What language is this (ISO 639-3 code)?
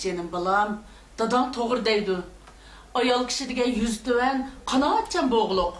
uig